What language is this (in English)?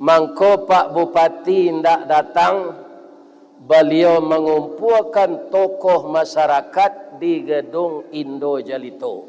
Minangkabau